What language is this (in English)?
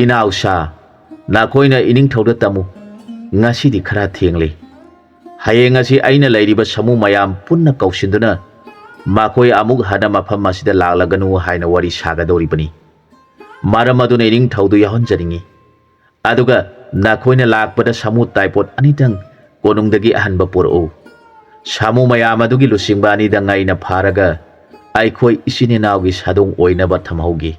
Manipuri